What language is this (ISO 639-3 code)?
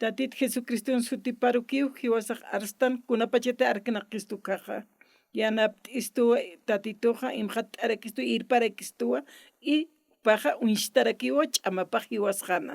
aym